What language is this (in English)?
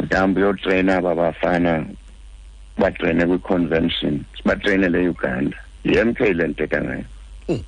Xhosa